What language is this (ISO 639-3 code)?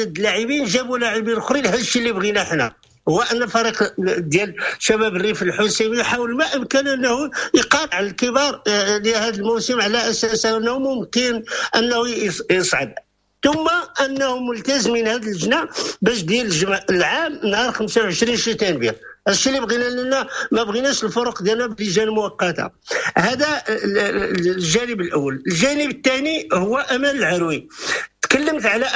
ary